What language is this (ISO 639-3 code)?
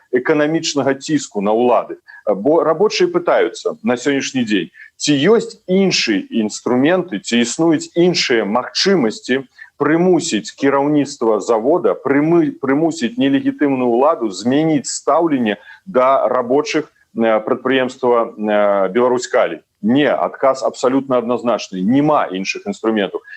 bel